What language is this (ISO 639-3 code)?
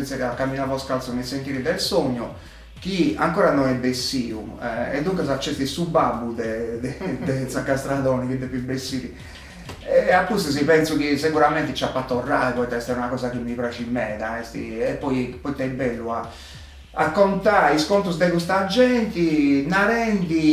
srd